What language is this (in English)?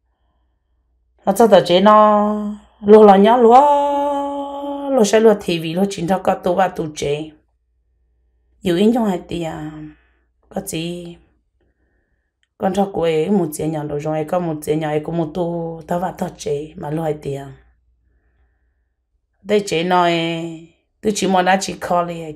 Vietnamese